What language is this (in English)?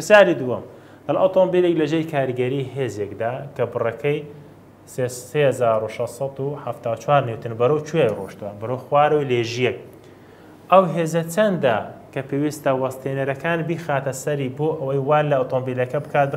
Central Kurdish